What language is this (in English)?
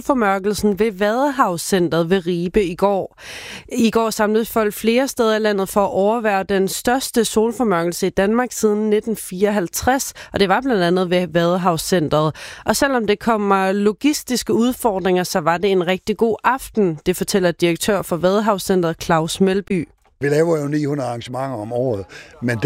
Danish